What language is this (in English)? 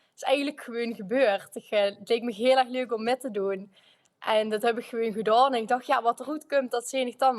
Limburgish